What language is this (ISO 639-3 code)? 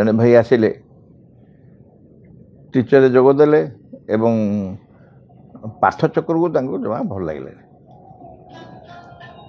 ori